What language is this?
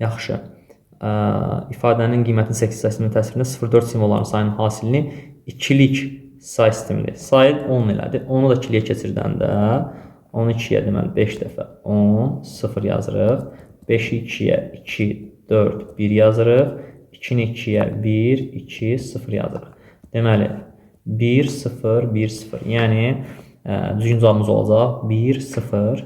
Azerbaijani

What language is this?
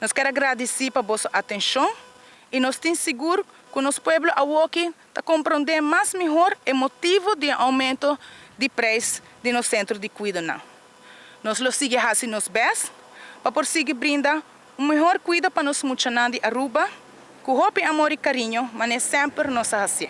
Papiamento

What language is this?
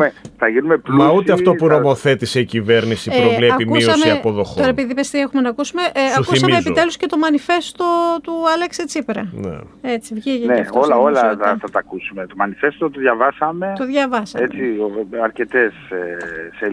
Greek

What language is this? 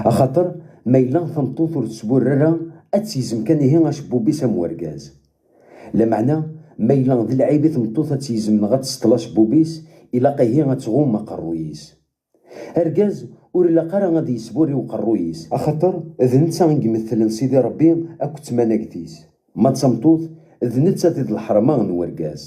Kabyle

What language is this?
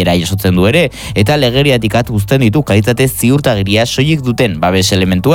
Basque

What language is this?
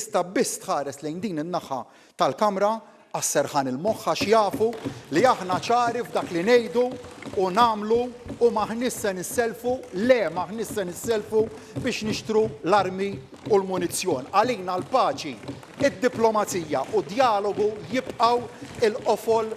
Maltese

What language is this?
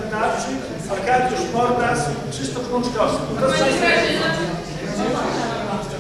Polish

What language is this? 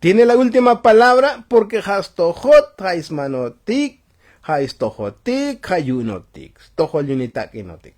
Tzotzil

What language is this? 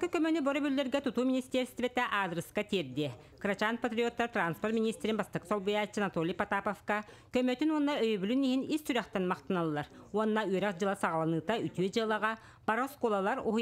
Yakut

